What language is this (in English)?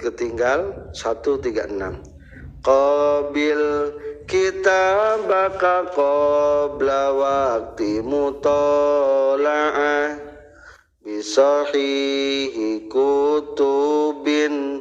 Sundanese